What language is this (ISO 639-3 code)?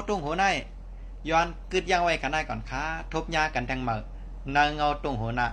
shn